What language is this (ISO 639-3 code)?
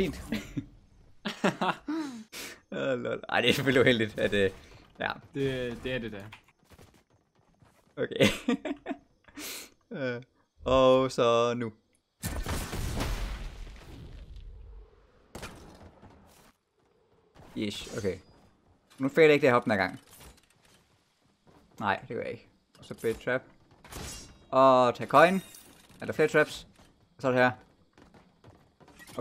dan